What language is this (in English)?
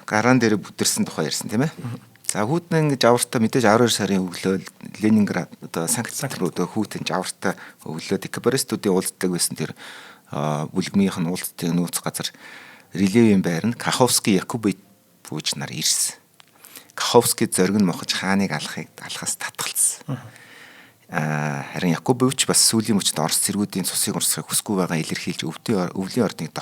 Mongolian